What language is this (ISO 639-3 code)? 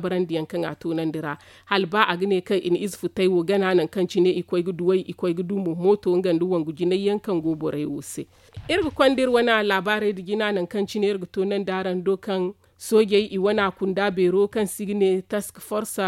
dje